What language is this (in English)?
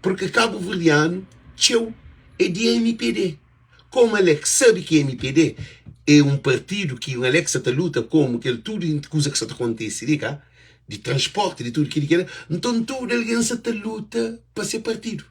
Kabuverdianu